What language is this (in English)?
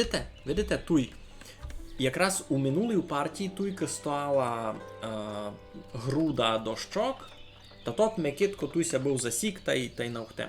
Rusyn